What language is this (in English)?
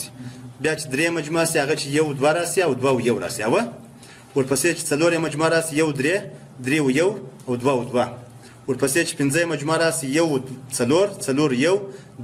Pashto